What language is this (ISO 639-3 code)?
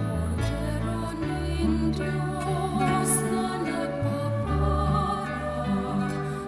bik